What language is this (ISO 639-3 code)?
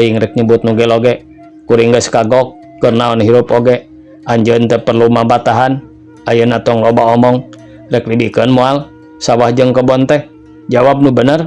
sun